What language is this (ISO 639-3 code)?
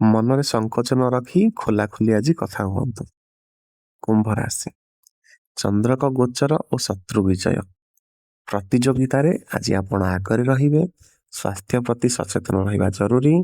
ori